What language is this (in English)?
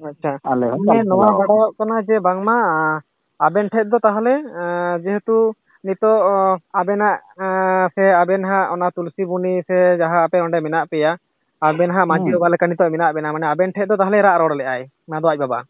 Santali